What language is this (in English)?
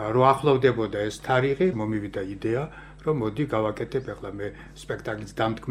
Georgian